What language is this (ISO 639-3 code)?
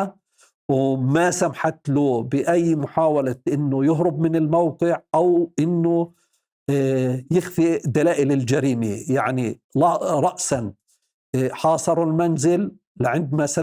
apc